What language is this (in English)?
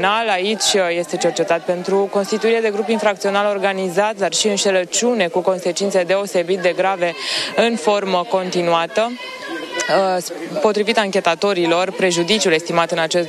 Romanian